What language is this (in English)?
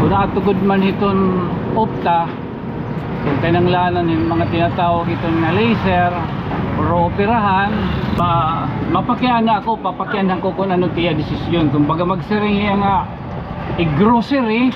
Waray